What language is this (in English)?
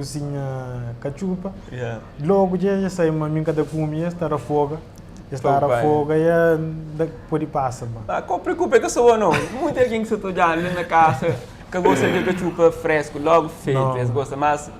Kabuverdianu